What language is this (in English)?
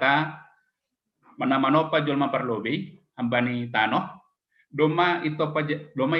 Batak Simalungun